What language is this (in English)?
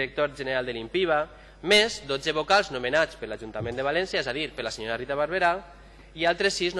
Catalan